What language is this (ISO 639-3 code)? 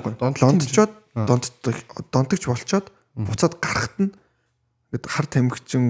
mon